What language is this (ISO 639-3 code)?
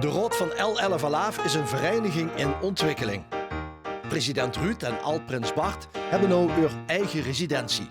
lim